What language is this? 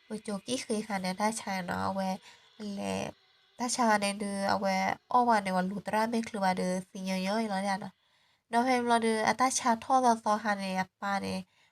S'gaw Karen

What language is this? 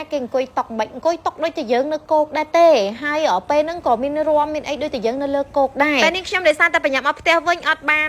Khmer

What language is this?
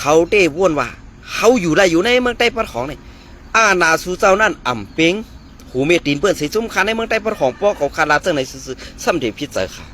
Shan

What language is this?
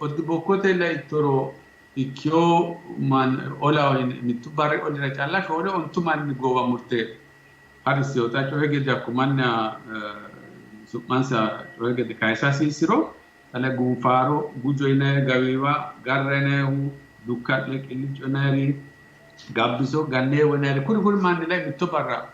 Sidamo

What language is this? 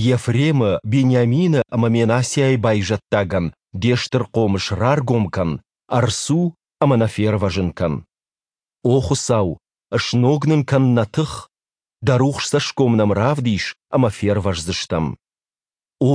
Ossetic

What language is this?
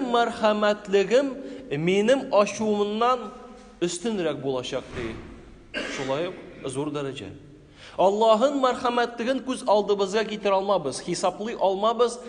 Tatar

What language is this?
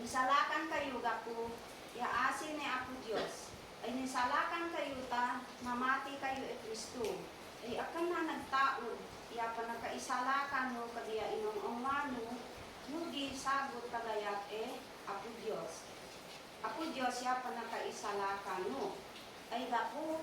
Isnag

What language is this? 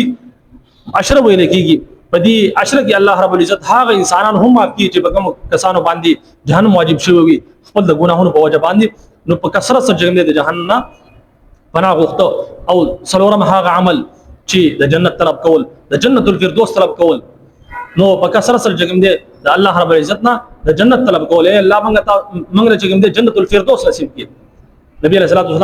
Pashto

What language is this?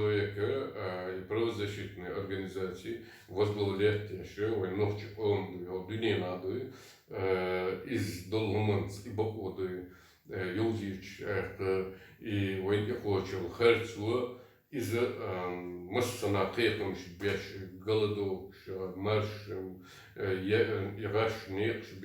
Chechen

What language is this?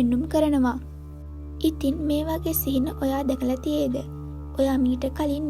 Sinhala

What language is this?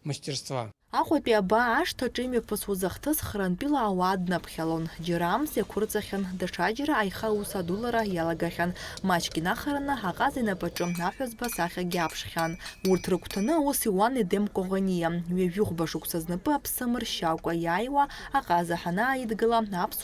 Abkhazian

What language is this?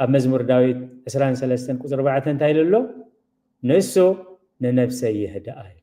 Tigrinya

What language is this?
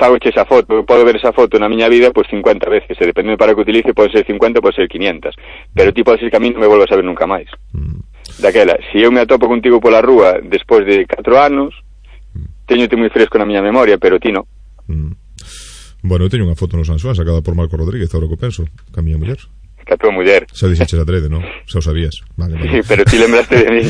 Galician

